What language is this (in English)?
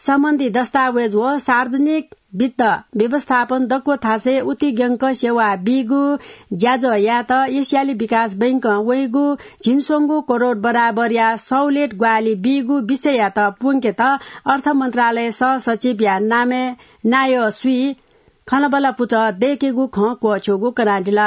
Newari